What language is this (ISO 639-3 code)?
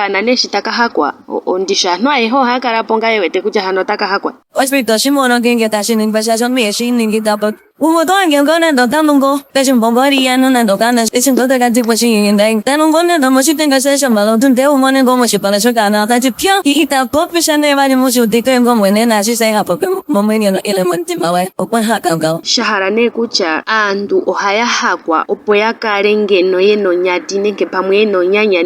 ndo